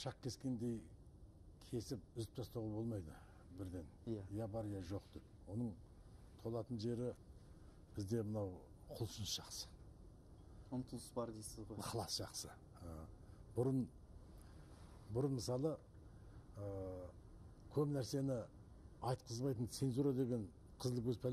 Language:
Kazakh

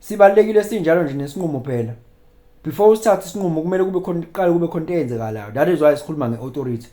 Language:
Zulu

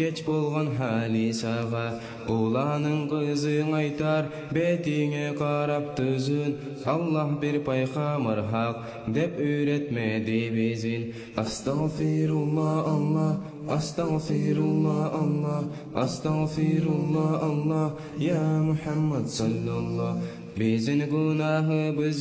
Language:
Kumyk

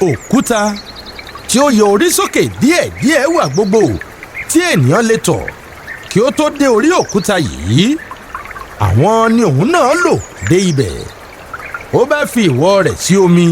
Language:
Yoruba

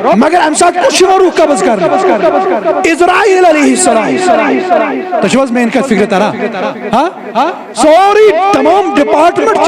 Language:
Kashmiri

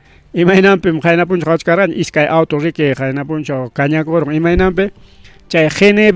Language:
Ayacucho Quechua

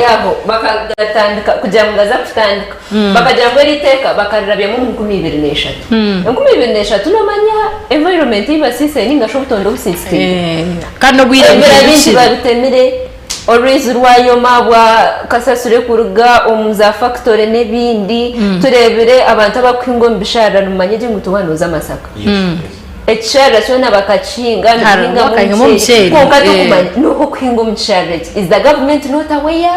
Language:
Nyankole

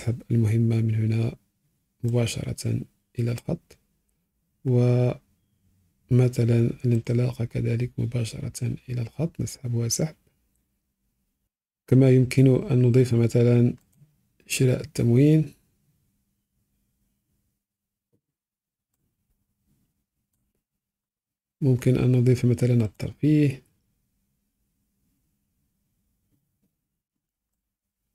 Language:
Arabic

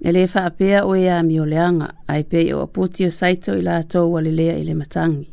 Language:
Samoan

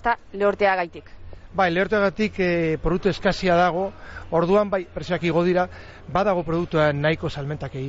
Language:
Basque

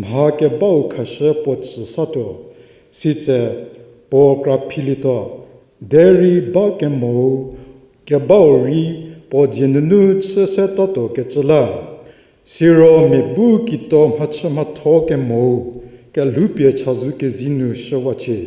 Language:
Angami Naga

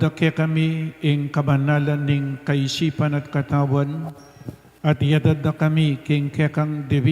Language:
Pampanga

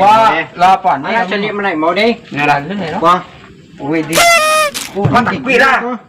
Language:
Minangkabau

